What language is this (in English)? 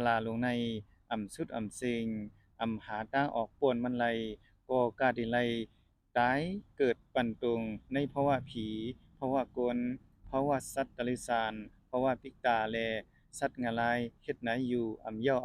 Shan